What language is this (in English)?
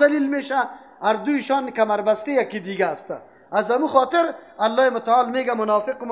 Persian